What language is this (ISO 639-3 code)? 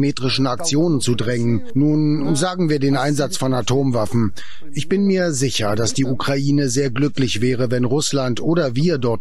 deu